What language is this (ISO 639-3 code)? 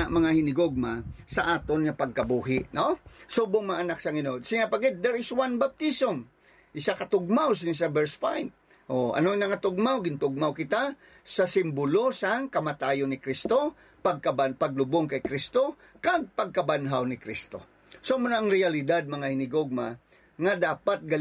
hil